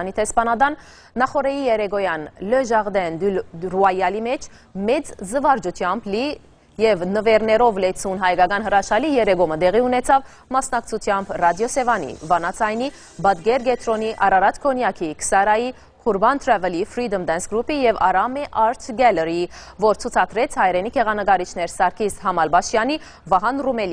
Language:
Western Armenian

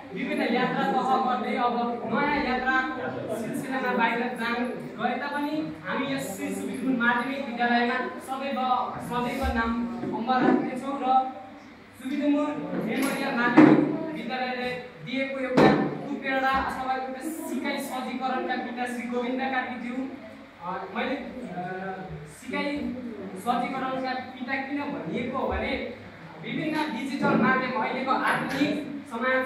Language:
Nepali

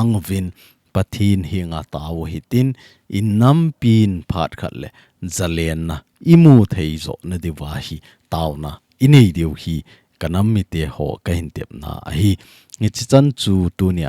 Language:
Thado Chin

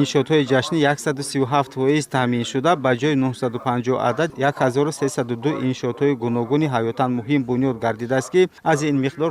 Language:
Tajik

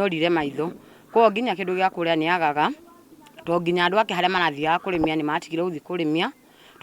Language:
Kikuyu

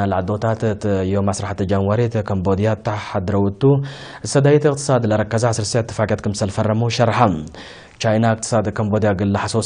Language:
Tigre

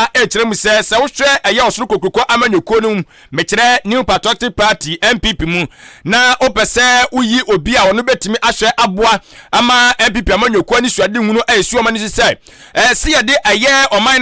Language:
Akan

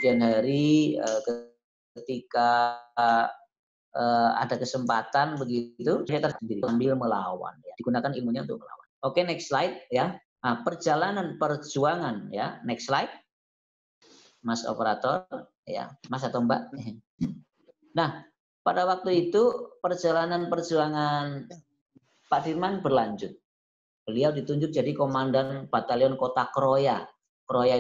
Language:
Indonesian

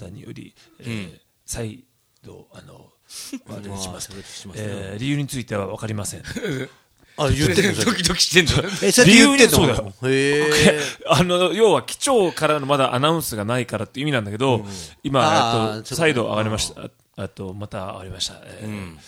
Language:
Japanese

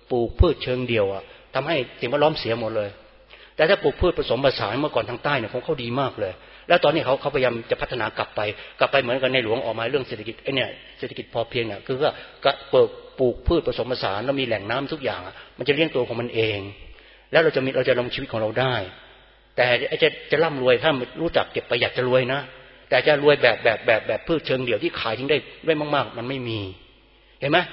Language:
Thai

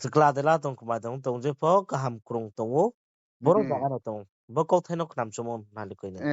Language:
Riang (India)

